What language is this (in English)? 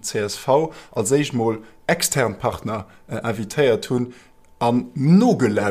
Luxembourgish